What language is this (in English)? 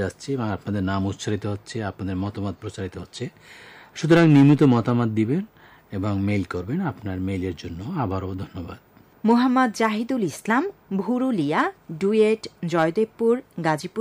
Bangla